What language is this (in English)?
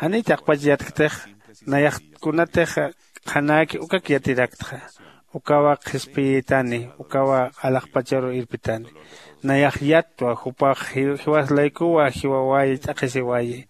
Aymara